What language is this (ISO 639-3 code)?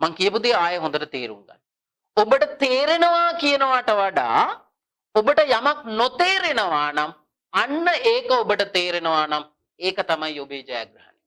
sin